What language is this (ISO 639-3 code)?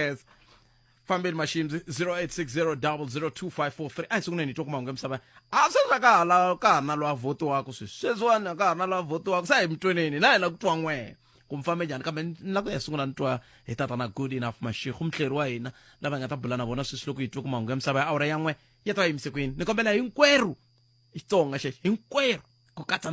tso